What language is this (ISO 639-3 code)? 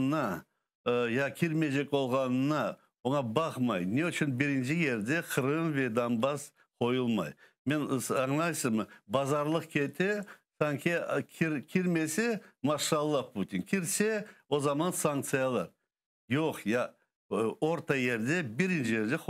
crh